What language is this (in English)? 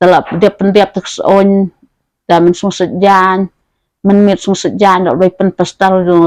Khasi